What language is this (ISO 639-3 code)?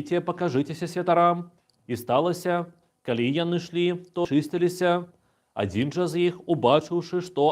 bel